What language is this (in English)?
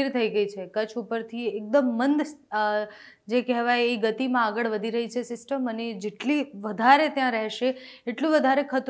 Gujarati